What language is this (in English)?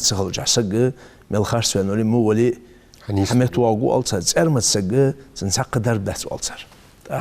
Ingush